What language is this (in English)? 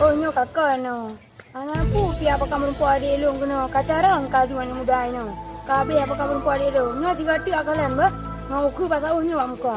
Achinese